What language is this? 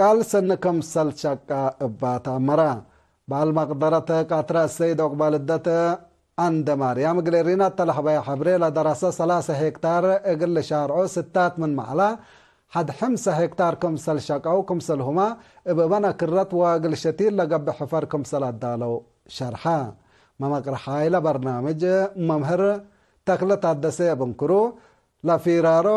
Tigre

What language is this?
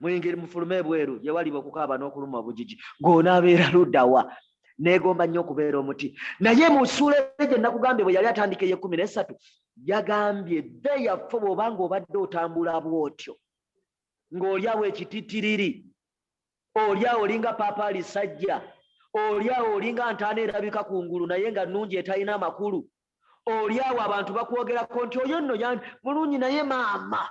Ganda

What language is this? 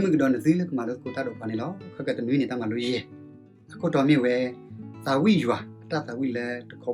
S'gaw Karen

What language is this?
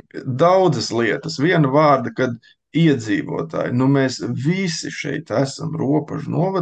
Latvian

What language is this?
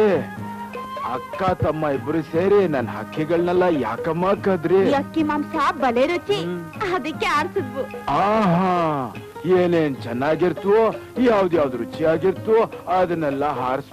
Kannada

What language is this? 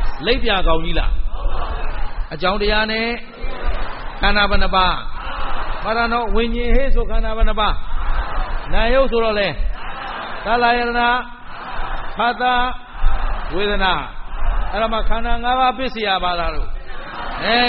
Burmese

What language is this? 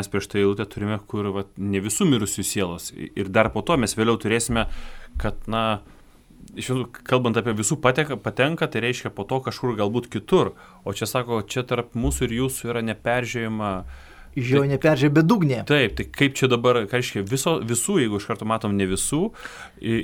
Lithuanian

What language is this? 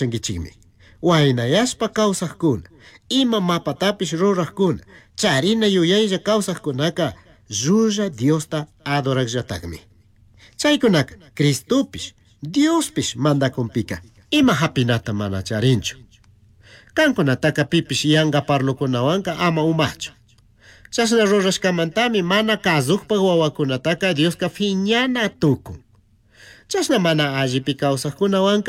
Chimborazo Highland Quichua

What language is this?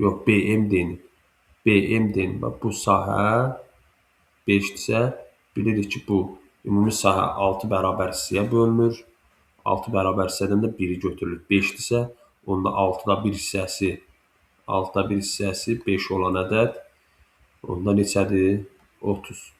Azerbaijani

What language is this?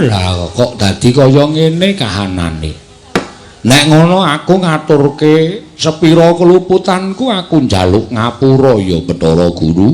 Javanese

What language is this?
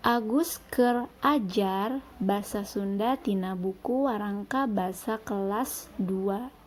Sundanese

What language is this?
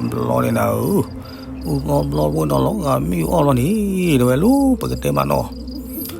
S'gaw Karen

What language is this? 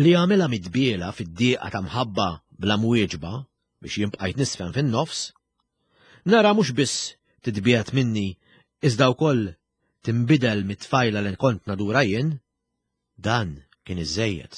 Maltese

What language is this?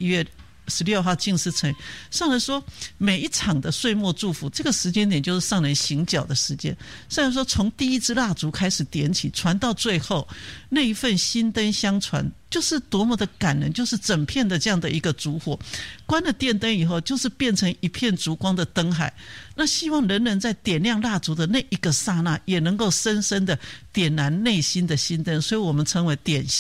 Chinese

